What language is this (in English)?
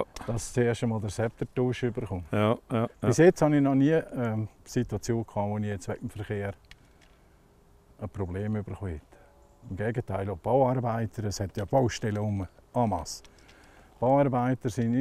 German